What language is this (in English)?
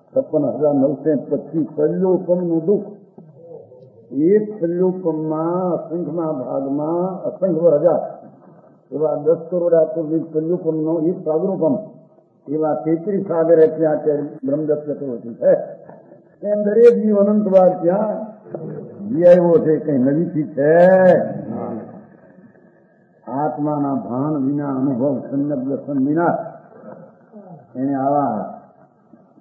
Gujarati